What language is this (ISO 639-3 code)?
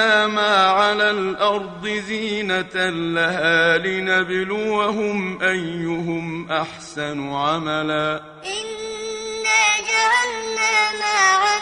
ara